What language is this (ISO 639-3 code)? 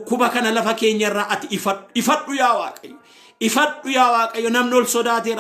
orm